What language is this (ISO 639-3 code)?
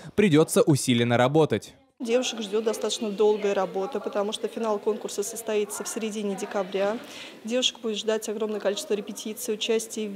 rus